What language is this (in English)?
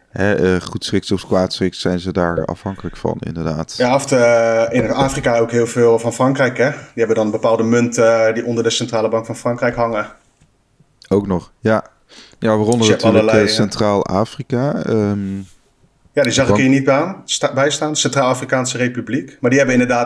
Dutch